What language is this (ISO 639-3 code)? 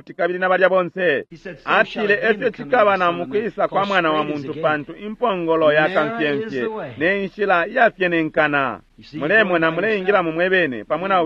bem